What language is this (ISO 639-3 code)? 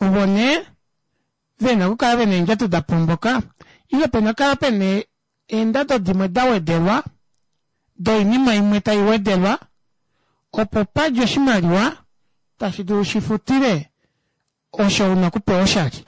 kua